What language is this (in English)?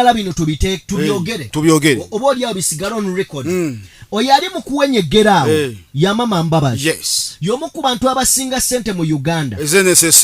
Ganda